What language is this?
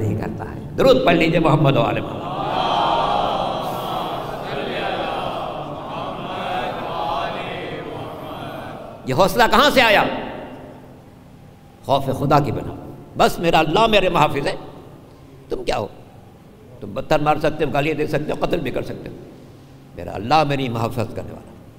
Urdu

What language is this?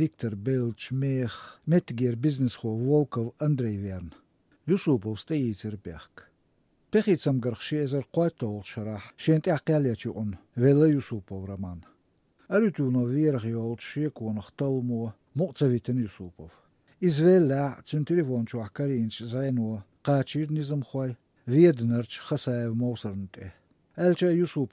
Chechen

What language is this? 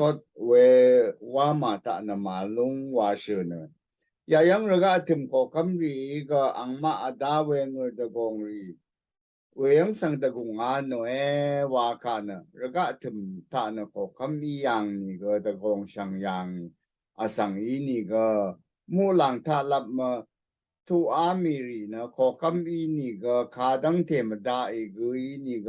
Rawang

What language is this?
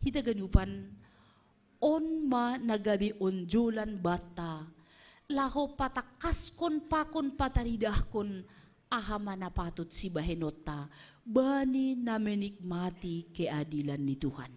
Batak Simalungun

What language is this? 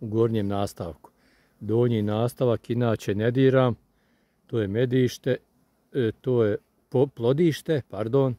Croatian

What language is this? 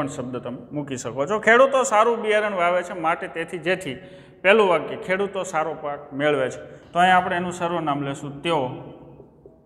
Gujarati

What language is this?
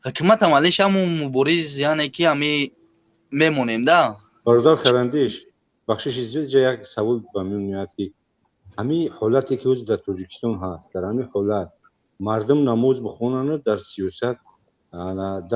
Tajik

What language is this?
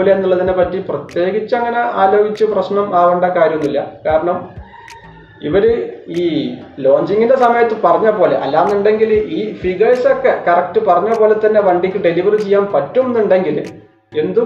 Malayalam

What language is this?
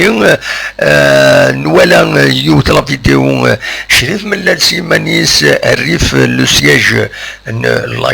Kabyle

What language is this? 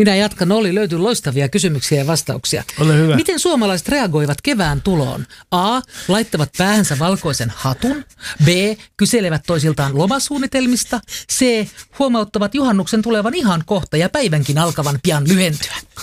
Finnish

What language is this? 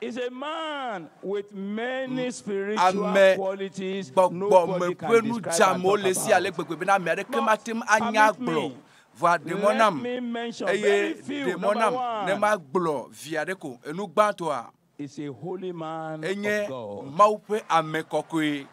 Ewe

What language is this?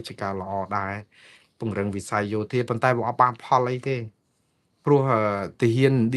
Khmer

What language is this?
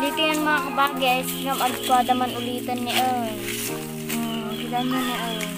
Iloko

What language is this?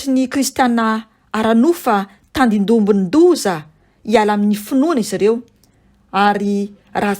Malagasy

